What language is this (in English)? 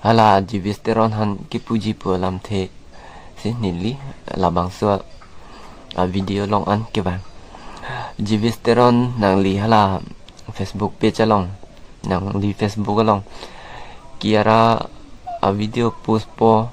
Karbi